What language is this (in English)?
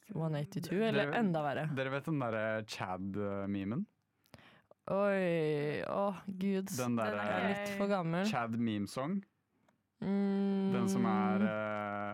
Norwegian